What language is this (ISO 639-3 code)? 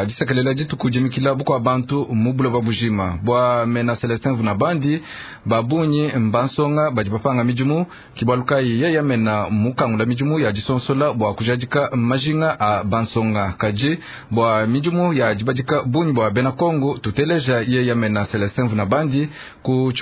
lua